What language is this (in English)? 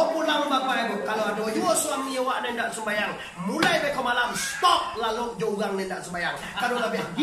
Minangkabau